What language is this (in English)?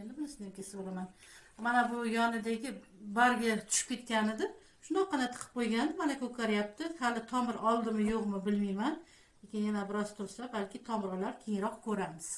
Uzbek